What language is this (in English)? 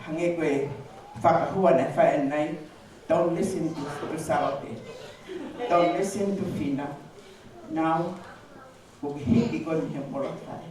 Tongan